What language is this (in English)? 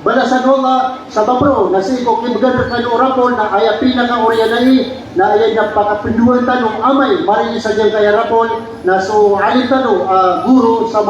Maranao